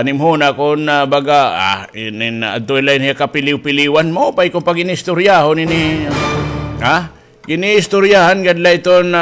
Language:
Waray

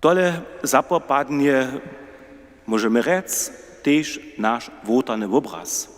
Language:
Upper Sorbian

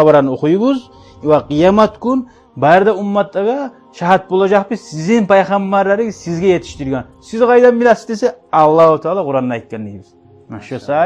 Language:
Kumyk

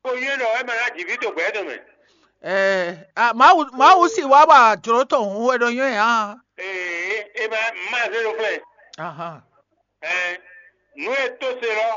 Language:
Fon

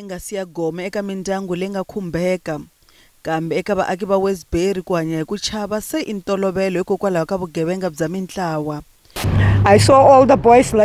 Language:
Tsonga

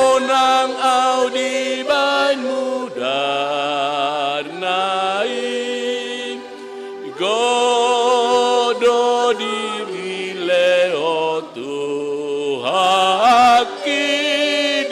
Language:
Batak Toba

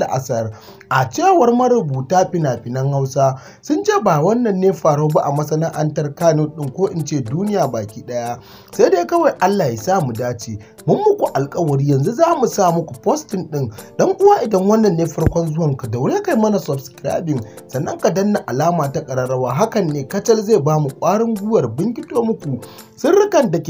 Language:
Hausa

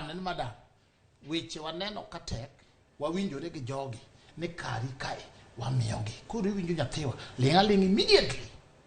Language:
Luo (Kenya and Tanzania)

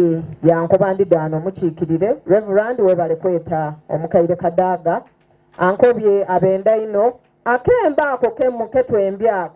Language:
Soga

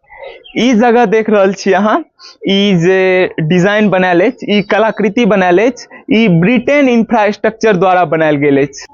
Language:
Maithili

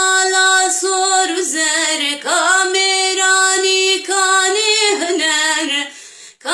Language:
Kurdish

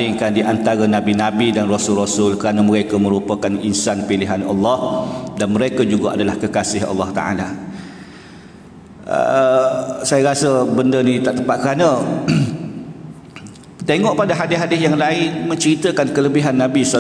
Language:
Malay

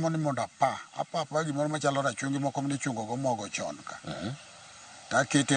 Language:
Luo (Kenya and Tanzania)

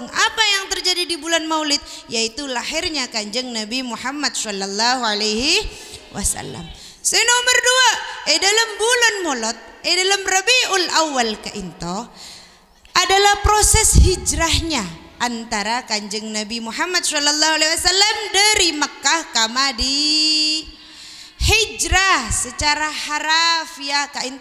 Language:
Madurese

